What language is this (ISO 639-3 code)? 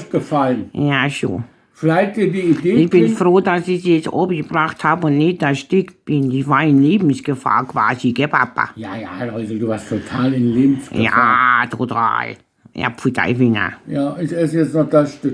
bar